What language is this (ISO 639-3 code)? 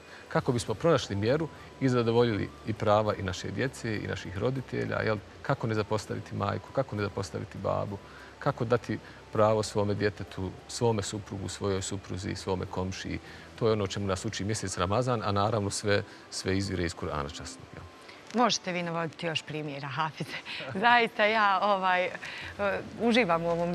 bos